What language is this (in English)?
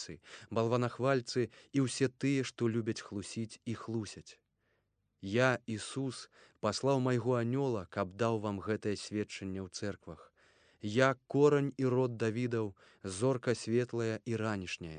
Belarusian